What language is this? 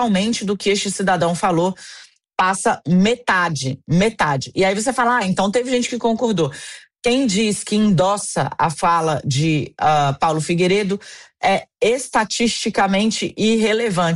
Portuguese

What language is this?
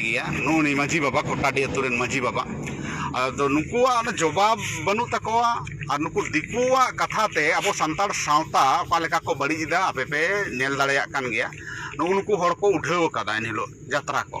Santali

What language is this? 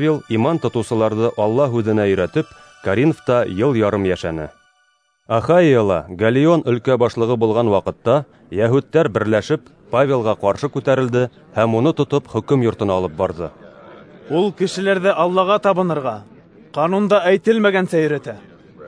Bashkir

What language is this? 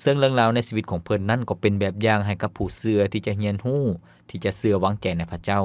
Lao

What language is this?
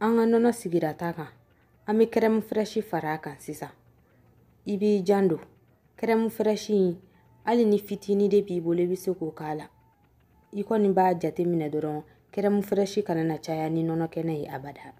Bambara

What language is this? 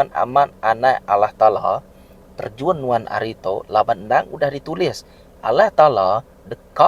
Iban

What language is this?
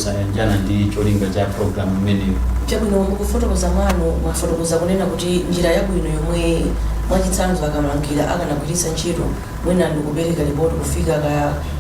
Nyanja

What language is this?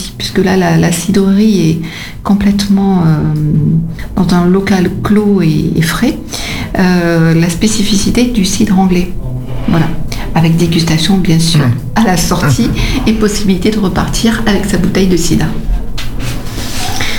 French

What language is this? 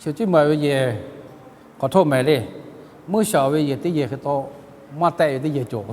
Lahu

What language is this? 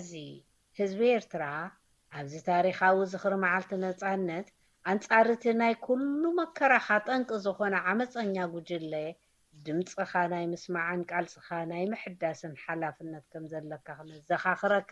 Tigrinya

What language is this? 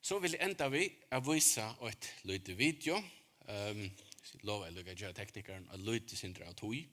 Faroese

